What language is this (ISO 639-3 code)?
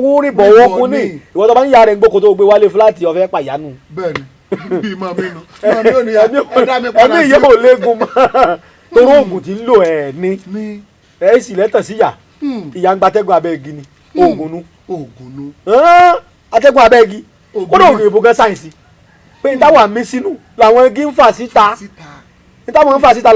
yor